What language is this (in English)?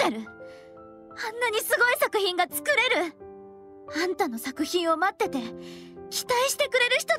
Japanese